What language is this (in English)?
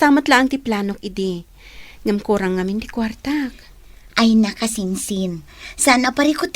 Iloko